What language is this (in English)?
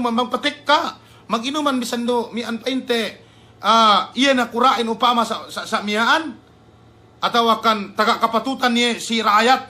Yakan